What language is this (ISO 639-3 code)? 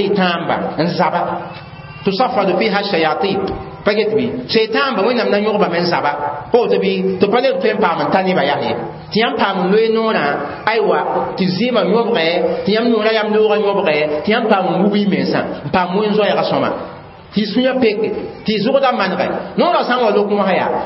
mos